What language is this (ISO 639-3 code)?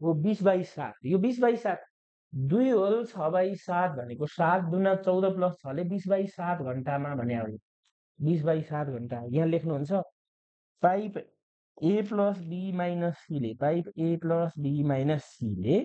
nep